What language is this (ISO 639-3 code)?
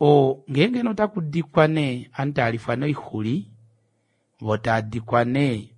kua